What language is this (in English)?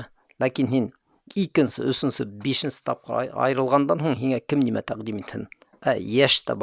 Bashkir